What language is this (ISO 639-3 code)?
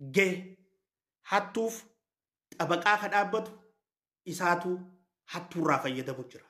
orm